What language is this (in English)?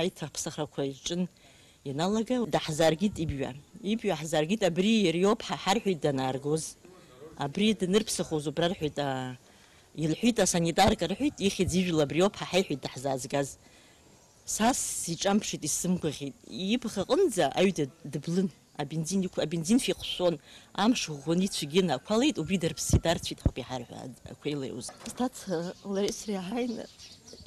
Abkhazian